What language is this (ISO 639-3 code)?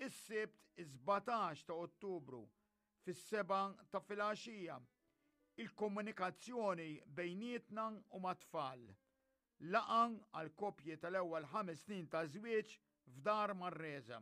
mlt